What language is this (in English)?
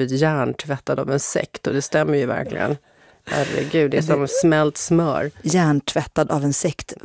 Swedish